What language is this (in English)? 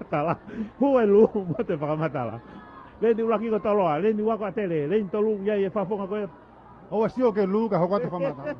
Tongan